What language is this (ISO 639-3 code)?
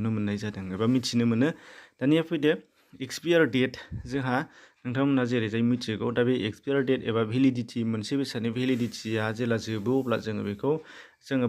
brx